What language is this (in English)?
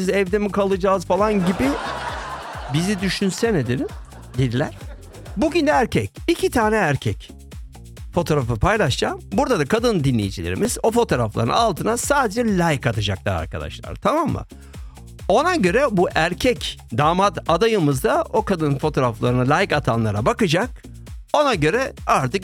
Turkish